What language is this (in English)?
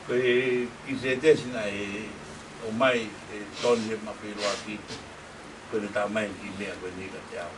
Tongan